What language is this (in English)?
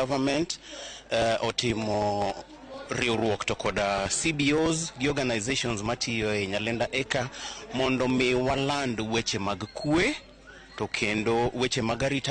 Luo (Kenya and Tanzania)